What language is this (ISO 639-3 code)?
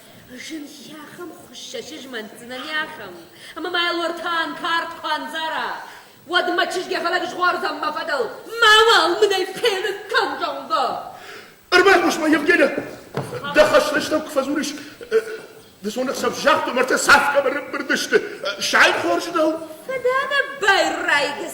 oss